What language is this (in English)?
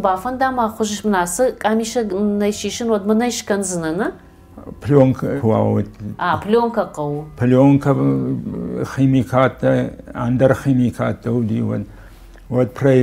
Ossetic